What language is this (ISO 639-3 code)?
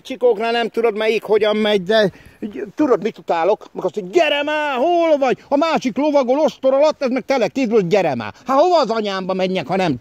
hun